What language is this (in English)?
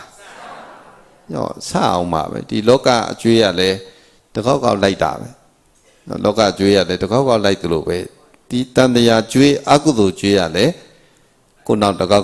Burmese